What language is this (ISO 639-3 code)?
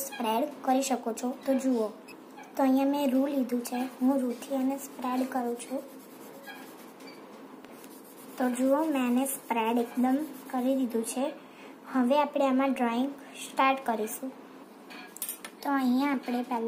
guj